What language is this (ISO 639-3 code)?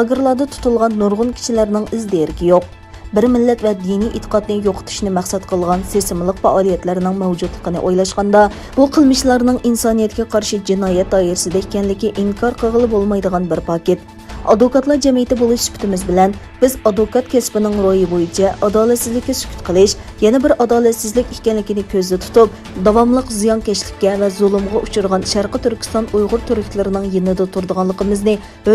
uig